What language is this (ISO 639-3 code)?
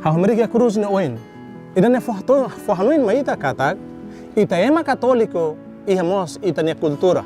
tet